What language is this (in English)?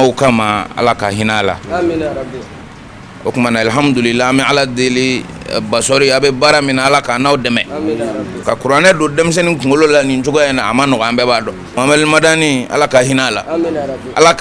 Bambara